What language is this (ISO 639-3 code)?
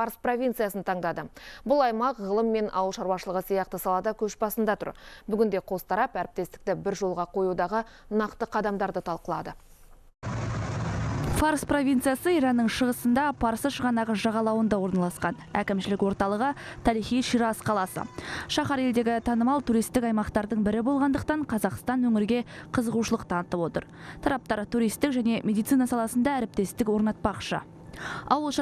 kaz